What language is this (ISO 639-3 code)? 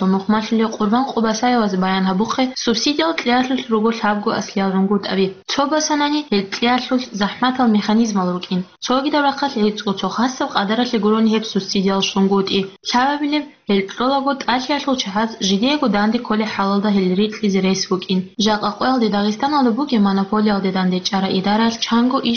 ava